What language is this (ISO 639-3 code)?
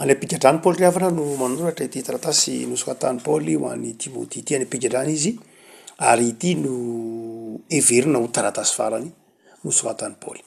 mlg